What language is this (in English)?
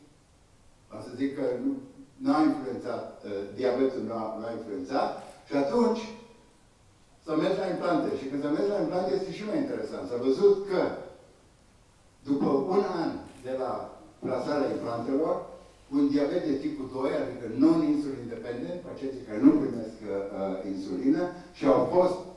Romanian